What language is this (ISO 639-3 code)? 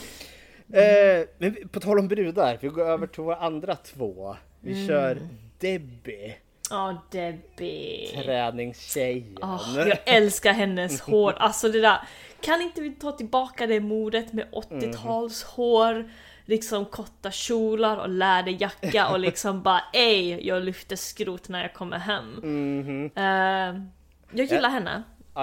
swe